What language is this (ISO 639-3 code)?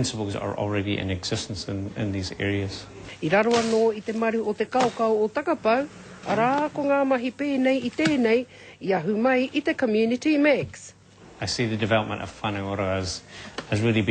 mri